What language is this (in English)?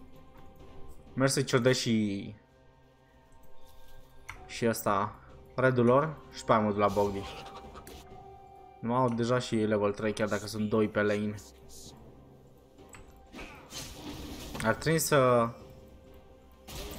Romanian